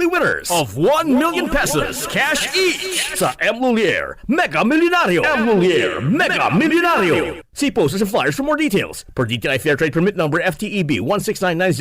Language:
Bikol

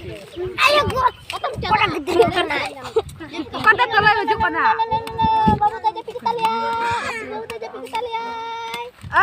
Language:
Santali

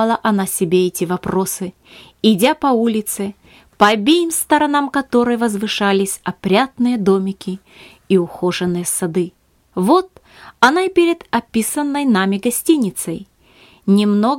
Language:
Russian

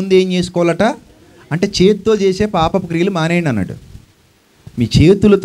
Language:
Telugu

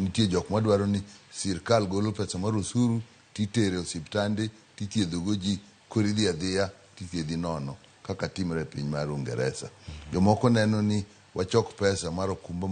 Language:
Luo (Kenya and Tanzania)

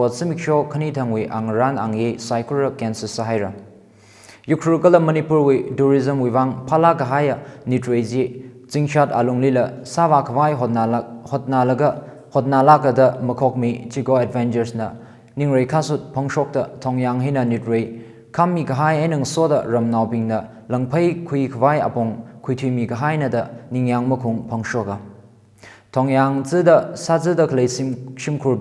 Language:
Tangkhul Naga (India)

